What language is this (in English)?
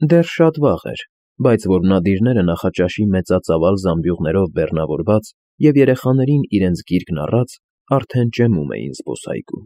Armenian